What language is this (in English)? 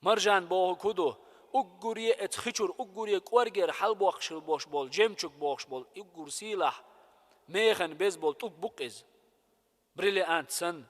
Chechen